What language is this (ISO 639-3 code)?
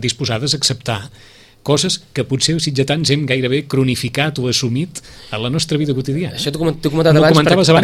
cat